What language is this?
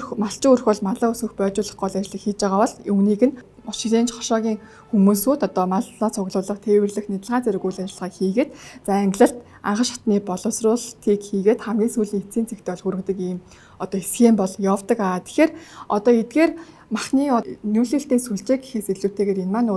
Mongolian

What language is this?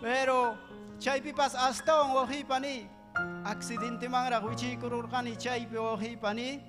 Ayacucho Quechua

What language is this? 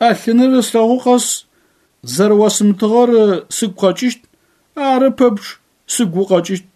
Adyghe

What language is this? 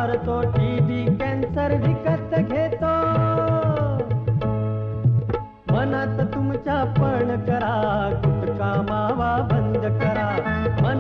Marathi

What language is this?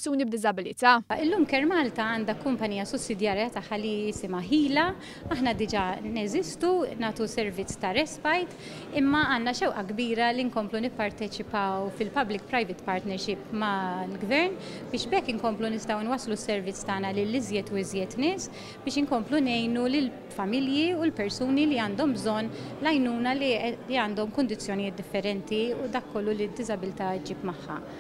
Maltese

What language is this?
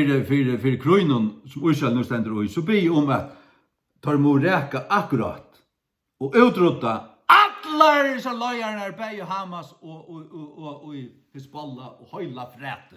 Faroese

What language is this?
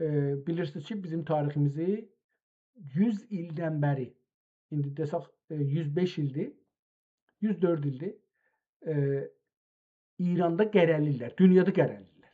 South Azerbaijani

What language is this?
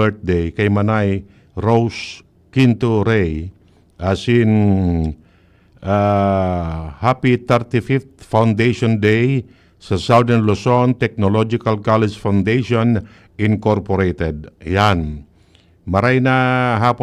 Bikol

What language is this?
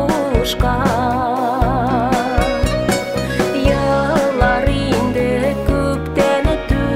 Tatar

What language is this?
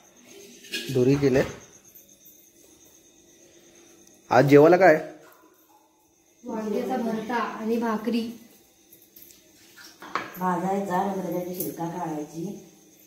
Marathi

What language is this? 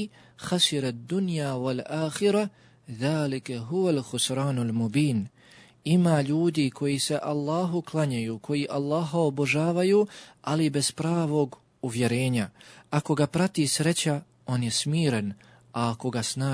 Bosnian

